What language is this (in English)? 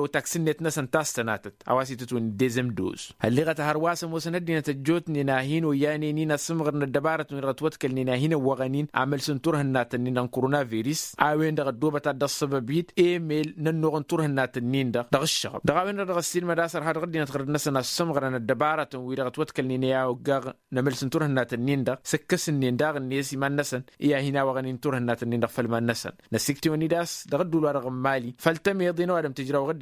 Tamasheq